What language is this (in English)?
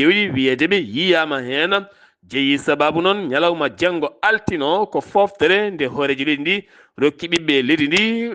Fula